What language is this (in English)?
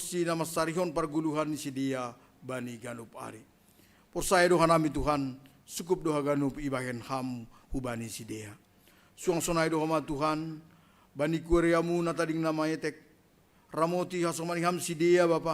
Batak Simalungun